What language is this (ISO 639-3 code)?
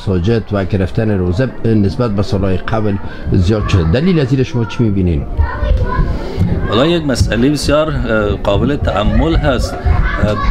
fas